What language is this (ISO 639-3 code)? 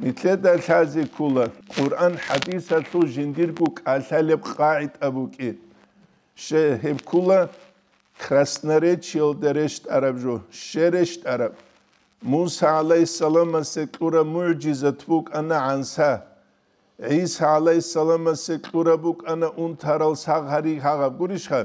ava